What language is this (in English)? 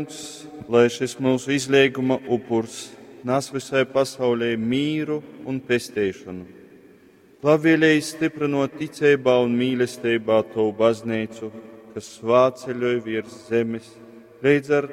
Latgalian